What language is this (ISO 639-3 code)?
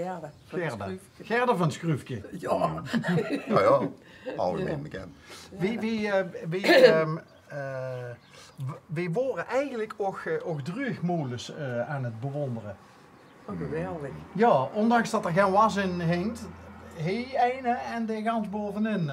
lim